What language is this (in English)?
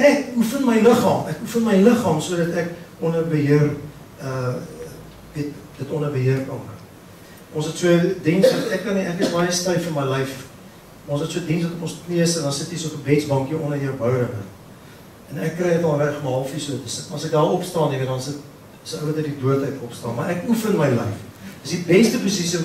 Afrikaans